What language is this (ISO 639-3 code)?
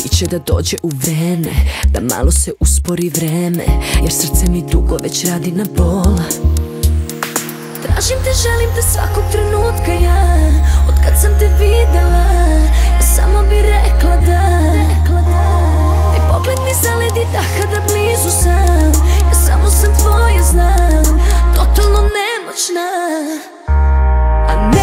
srp